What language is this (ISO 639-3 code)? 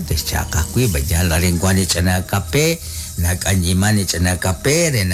kek